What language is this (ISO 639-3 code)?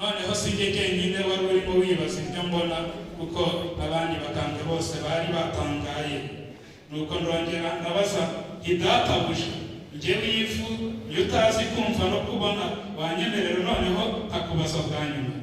kin